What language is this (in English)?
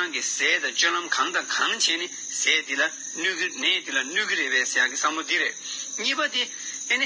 Tibetan